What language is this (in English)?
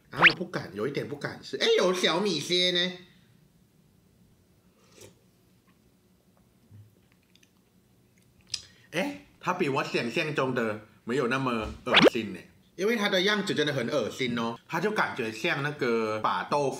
Chinese